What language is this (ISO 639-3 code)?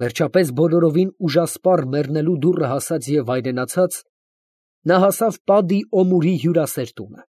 hye